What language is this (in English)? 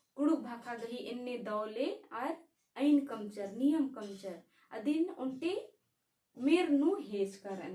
Kurukh